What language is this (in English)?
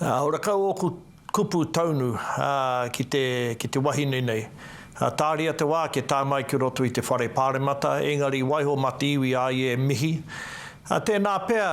Māori